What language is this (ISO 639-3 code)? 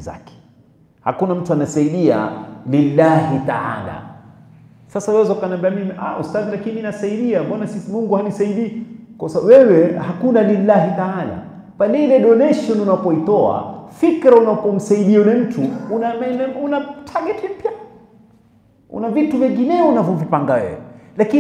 swa